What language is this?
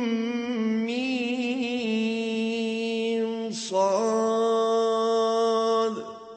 Arabic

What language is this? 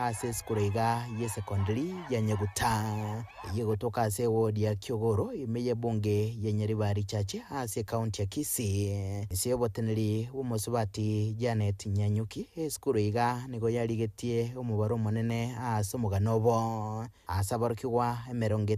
Gusii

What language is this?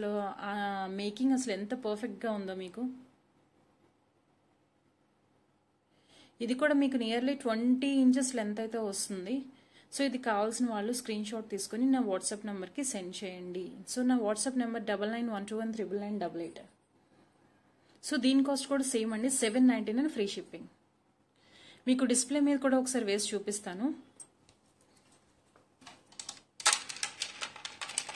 Telugu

